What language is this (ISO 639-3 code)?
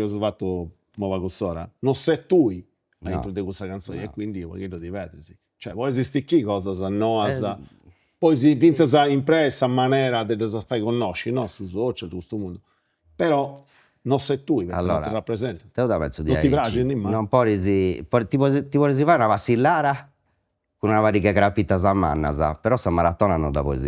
srd